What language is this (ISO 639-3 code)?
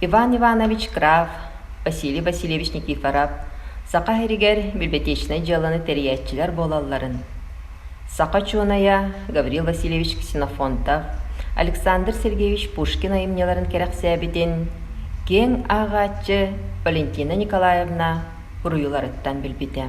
sah